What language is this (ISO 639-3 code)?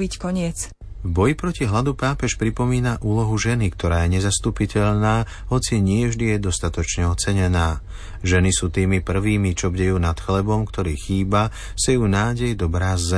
slk